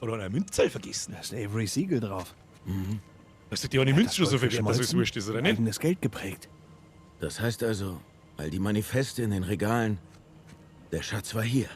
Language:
Bavarian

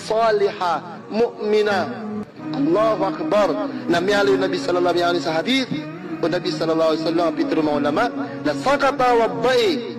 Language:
Maranao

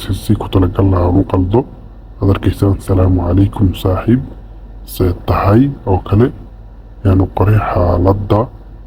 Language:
Somali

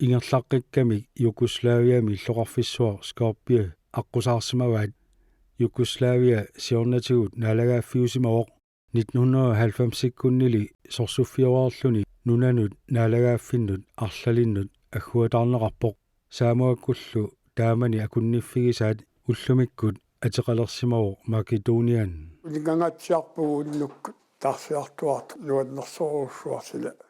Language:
Kalaallisut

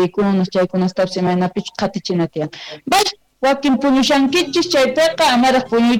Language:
Quechua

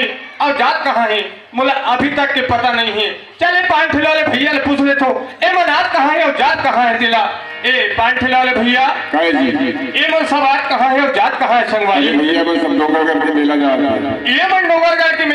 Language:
Chhattisgarhi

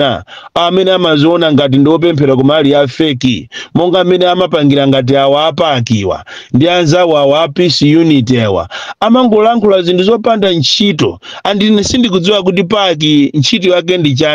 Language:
Nyanja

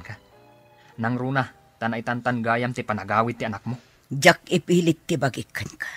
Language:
Iloko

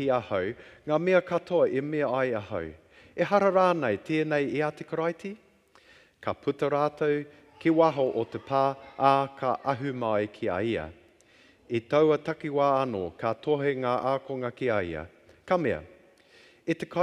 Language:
Māori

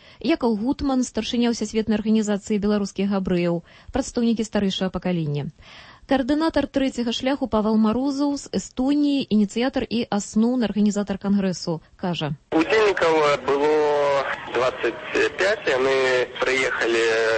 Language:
Belarusian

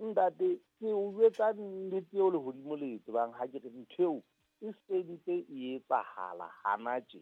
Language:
Southern Sotho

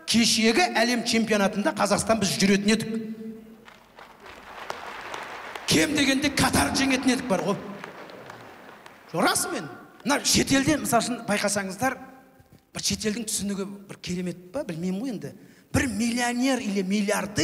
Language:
Kazakh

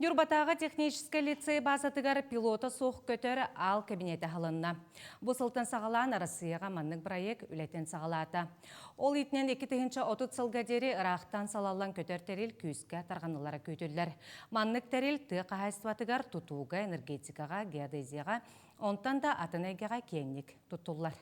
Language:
Yakut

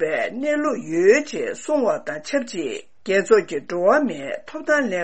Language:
Tibetan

